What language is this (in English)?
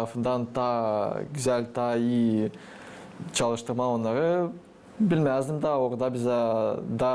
Gagauz